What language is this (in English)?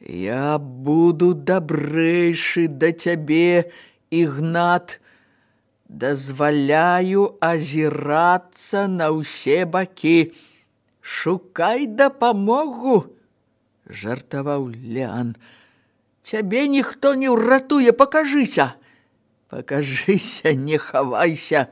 Belarusian